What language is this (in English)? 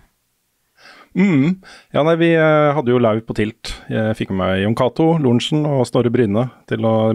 Norwegian